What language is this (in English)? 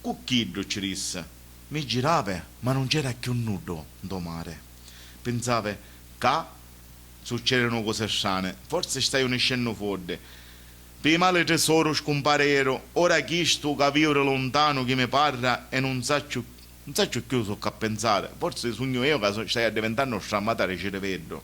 Sicilian